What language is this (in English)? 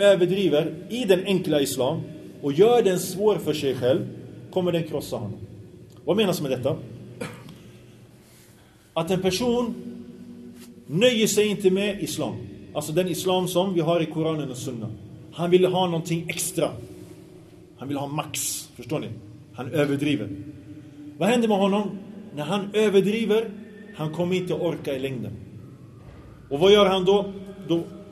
Swedish